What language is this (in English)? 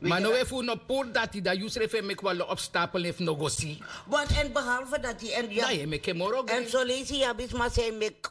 Sranan Tongo